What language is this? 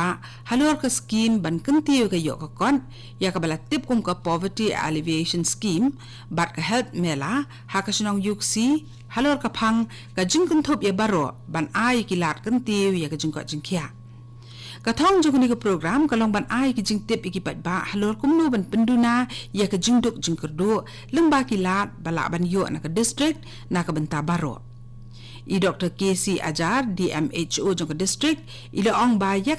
Khasi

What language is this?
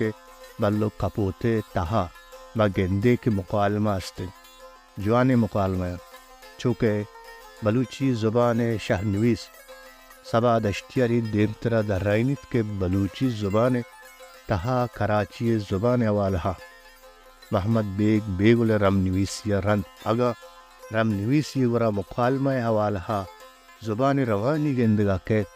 Baluchi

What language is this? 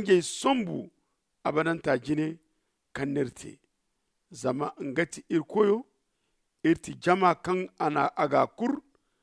Zarma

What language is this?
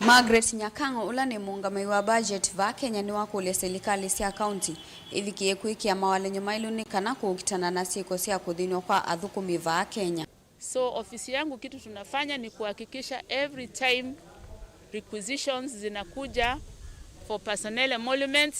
Kamba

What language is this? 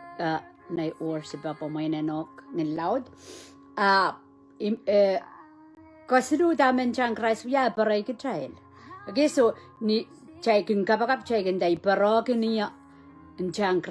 Pohnpeian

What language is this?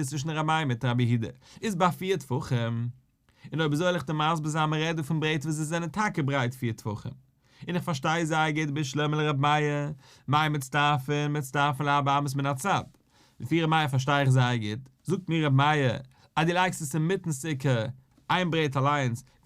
Yiddish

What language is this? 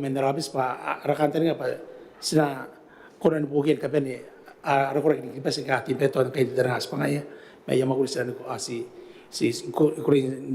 Gilbertese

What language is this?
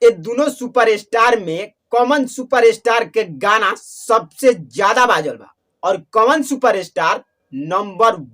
Bhojpuri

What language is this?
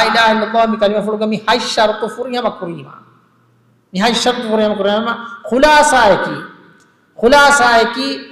Divehi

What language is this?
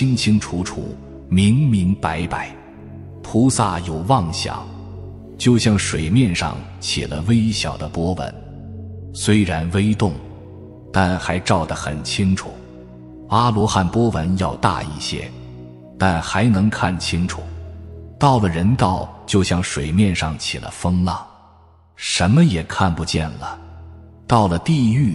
Chinese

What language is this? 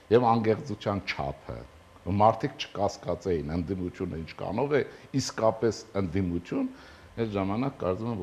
Armenian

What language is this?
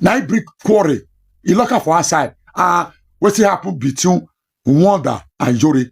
Nigerian Pidgin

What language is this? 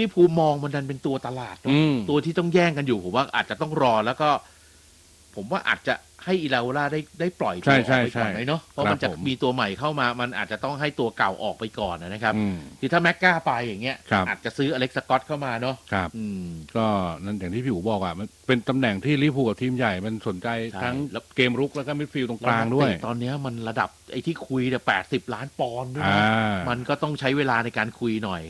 Thai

